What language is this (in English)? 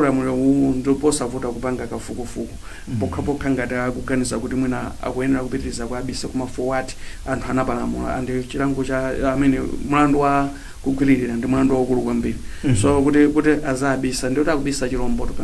Nyanja